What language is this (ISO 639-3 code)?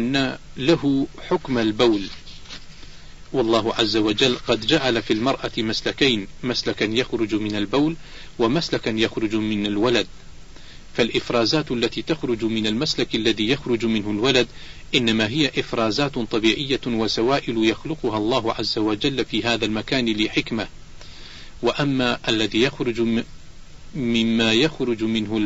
ara